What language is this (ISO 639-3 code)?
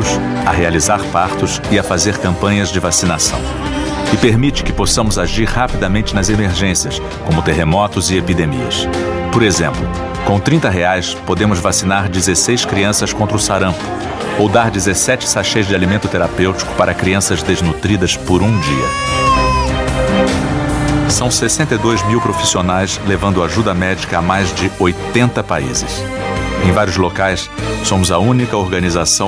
por